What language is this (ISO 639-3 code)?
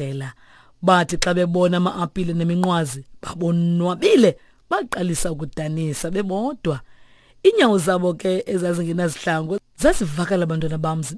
xho